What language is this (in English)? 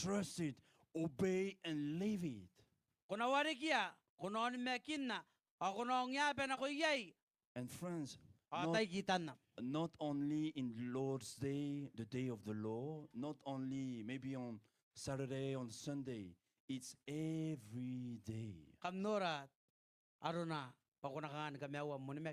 Gilbertese